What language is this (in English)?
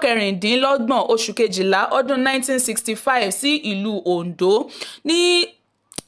Yoruba